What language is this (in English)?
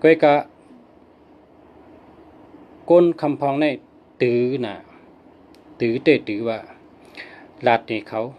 Shan